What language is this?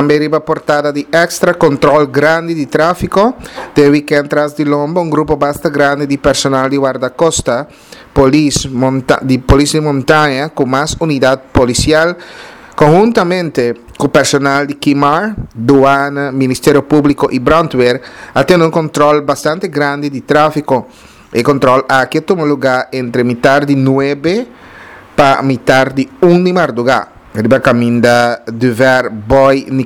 Papiamento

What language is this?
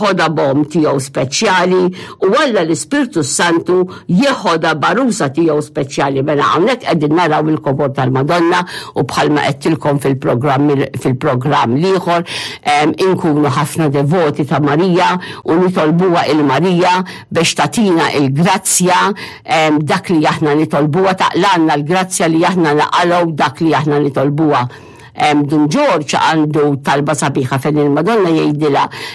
Maltese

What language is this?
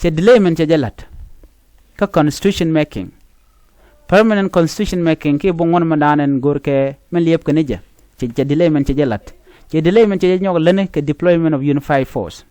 Nuer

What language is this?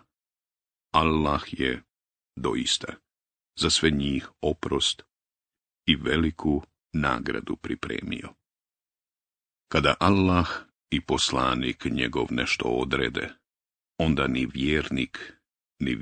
Bosnian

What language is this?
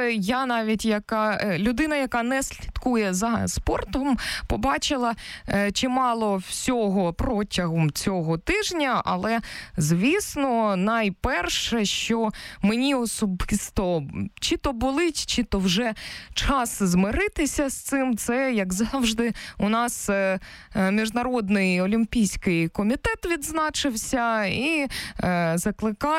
Ukrainian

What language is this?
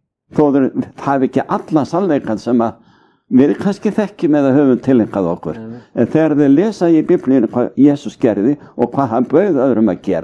Icelandic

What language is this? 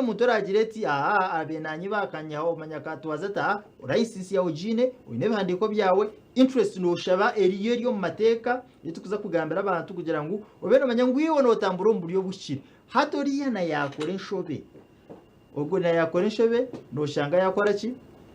Nyankole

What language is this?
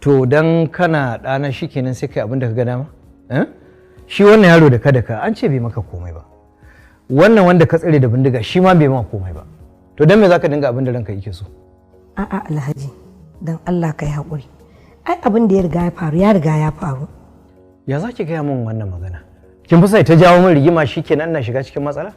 Hausa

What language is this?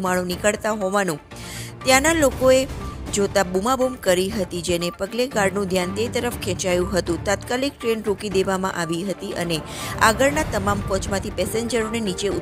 Gujarati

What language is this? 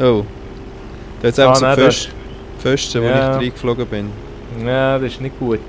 Swiss German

